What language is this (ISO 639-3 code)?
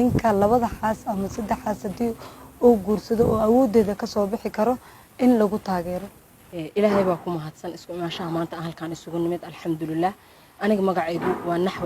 som